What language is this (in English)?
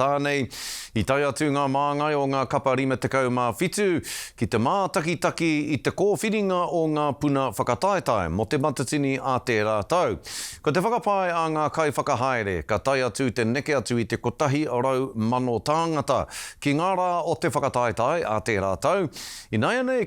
Māori